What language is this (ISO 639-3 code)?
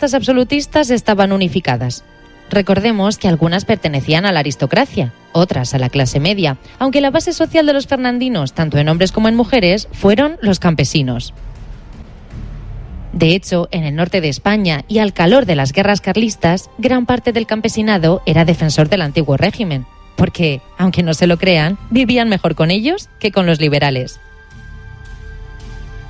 spa